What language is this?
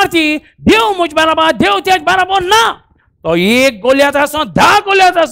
Konkani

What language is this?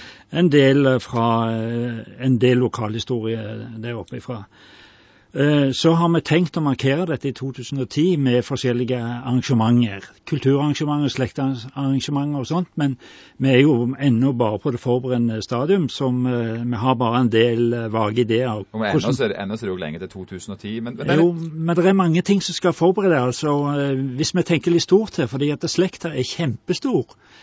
Norwegian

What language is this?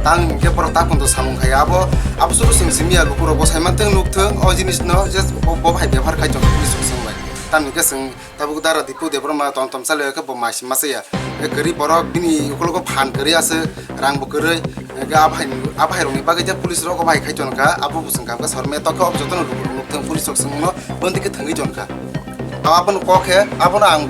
Kok Borok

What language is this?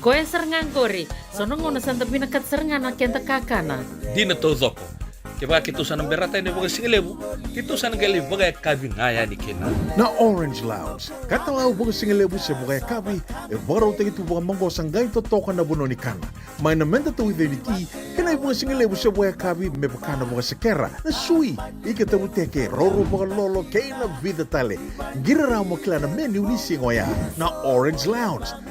Fijian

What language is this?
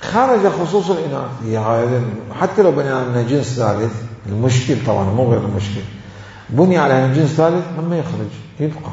Mesopotamian Arabic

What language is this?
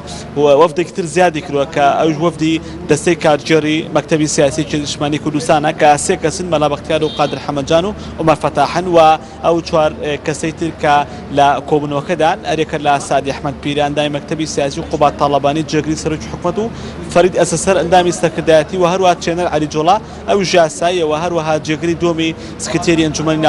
Central Kurdish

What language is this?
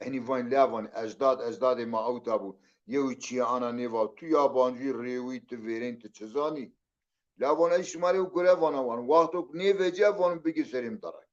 Zaza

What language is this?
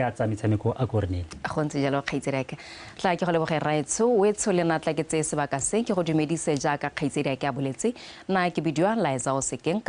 Tswana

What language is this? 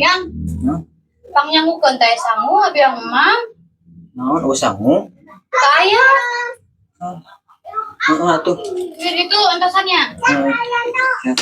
Sundanese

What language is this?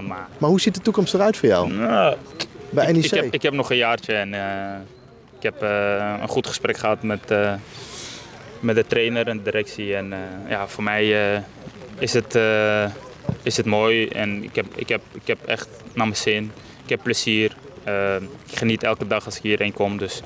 Dutch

